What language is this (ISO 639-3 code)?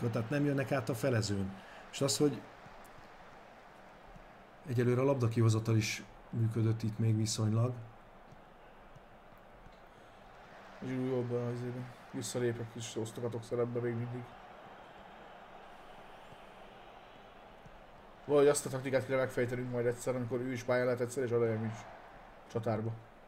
hun